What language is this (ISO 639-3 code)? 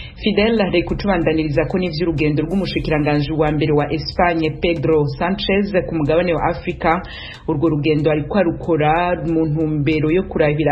run